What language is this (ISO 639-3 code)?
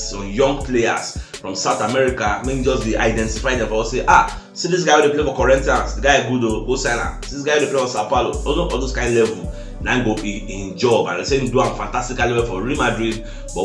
pcm